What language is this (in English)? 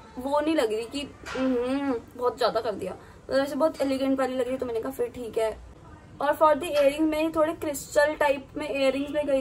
Hindi